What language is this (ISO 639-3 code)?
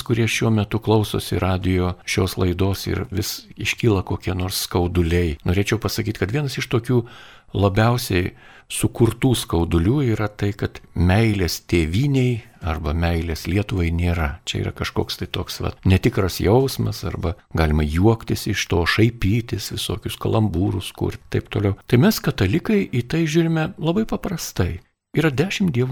lit